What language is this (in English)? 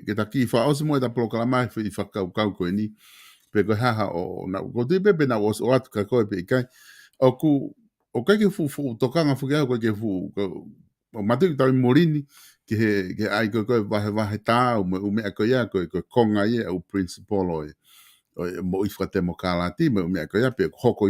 Tongan